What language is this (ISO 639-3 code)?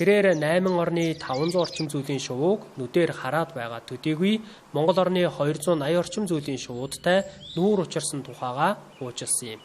mon